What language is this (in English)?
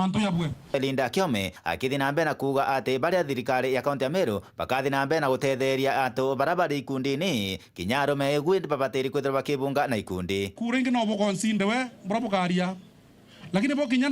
Meru